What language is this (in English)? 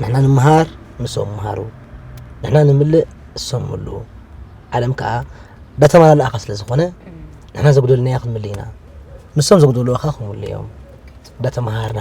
Tigrinya